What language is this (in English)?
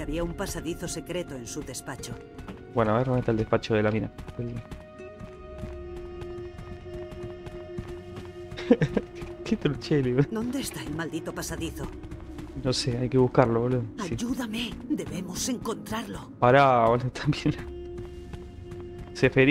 Spanish